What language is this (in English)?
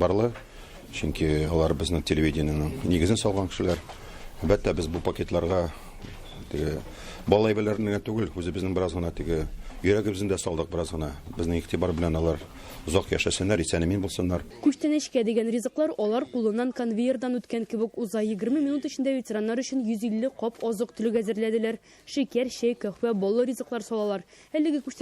Tatar